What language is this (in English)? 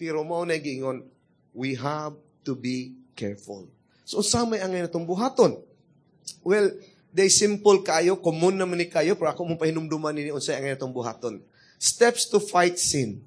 Cebuano